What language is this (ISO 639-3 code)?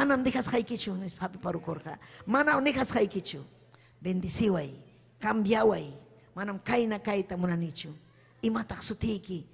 quy